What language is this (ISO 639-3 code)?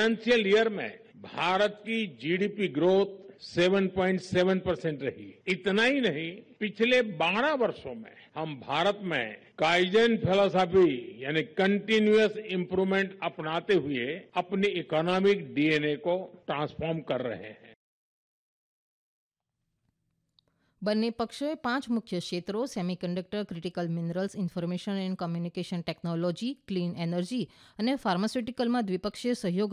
guj